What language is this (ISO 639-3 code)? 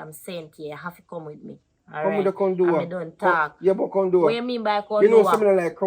jam